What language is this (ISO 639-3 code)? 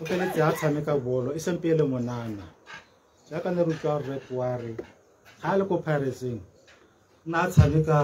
tsn